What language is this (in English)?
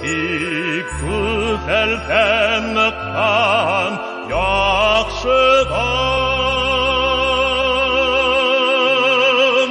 Tatar